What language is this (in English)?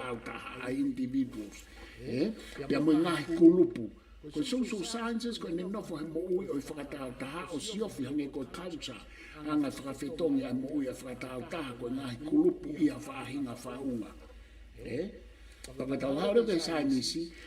Tongan